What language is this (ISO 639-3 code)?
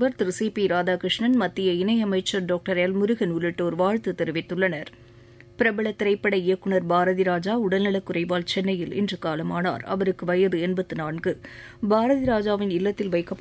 tam